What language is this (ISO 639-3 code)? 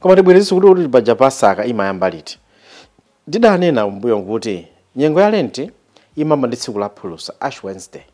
nya